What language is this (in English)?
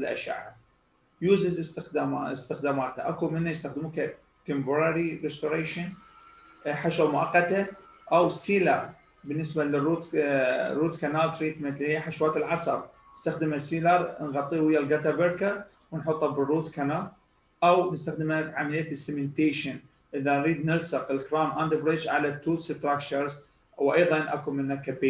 Mesopotamian Arabic